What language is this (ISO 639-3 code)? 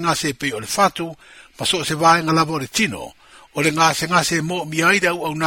smo